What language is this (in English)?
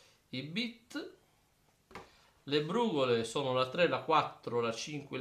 Italian